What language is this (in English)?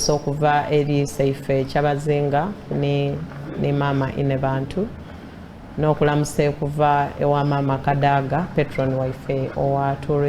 Soga